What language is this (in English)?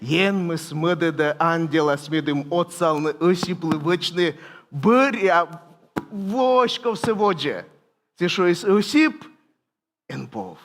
Komi